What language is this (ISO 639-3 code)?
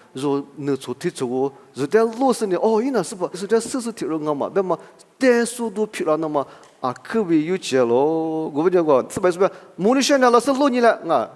lis